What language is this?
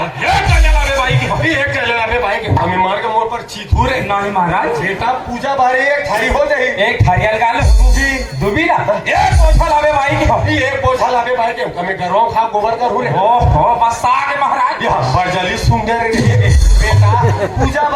Chhattisgarhi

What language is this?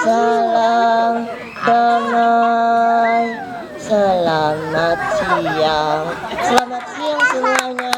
Ambonese Malay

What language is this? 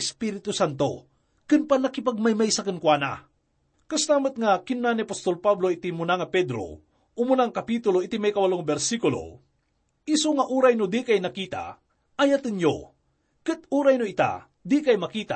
Iloko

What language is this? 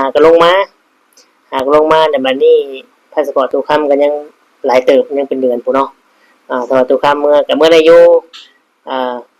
Lao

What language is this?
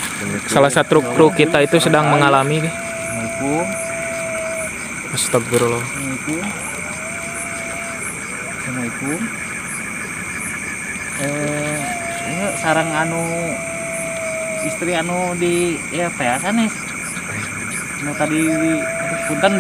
Indonesian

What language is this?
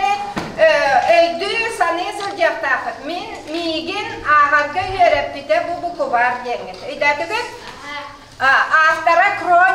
Yakut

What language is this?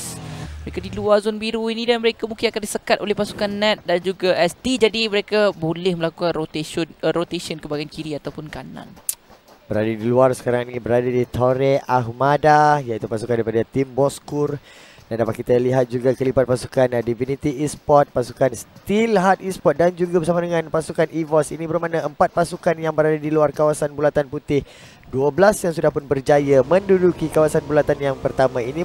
Malay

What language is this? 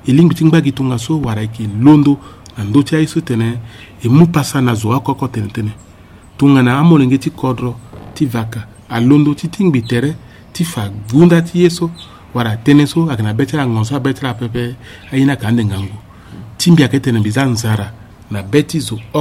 Sango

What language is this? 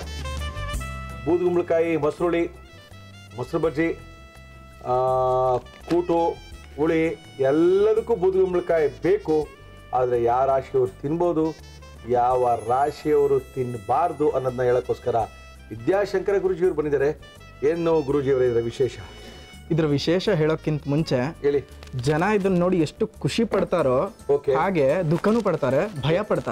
Kannada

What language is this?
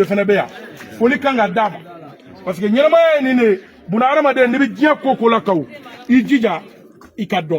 Bambara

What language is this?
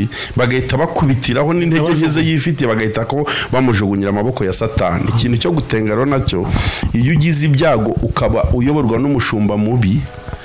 Kinyarwanda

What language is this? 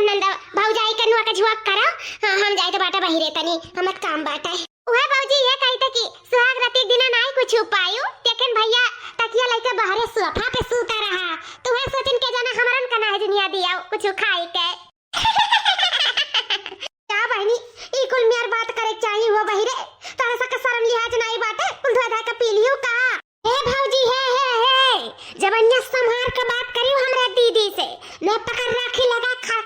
Awadhi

